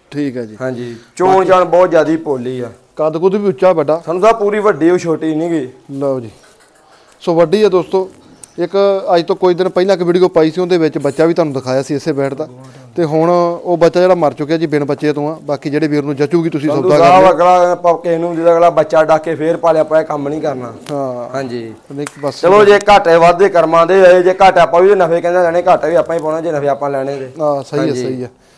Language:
Punjabi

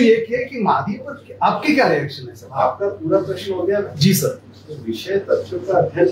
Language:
Hindi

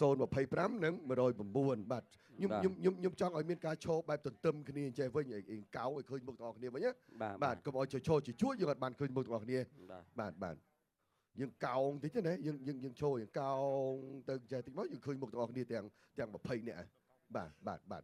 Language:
Khmer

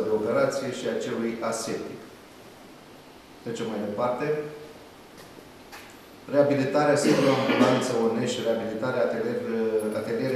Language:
Romanian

